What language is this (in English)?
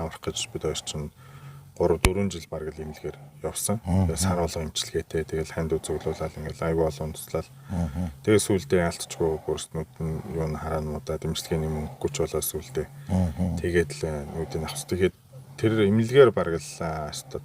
Mongolian